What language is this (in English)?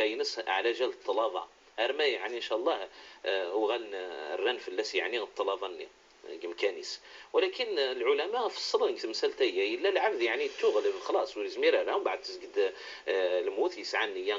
Kabyle